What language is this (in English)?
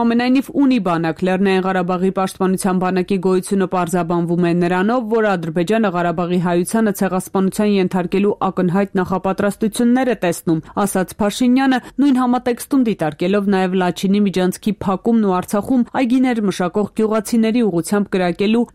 Armenian